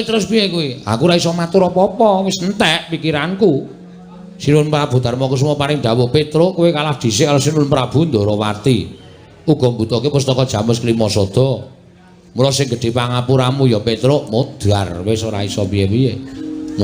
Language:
Javanese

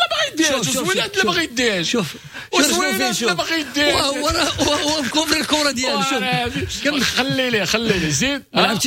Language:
Moroccan Arabic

